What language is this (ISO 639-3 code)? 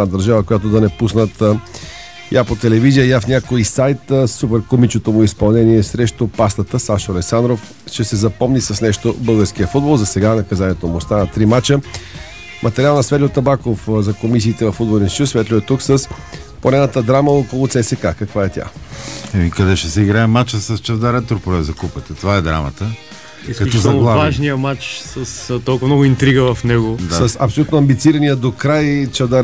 bul